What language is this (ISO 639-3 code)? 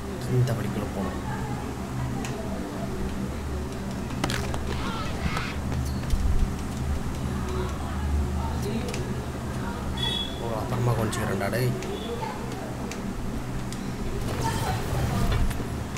tam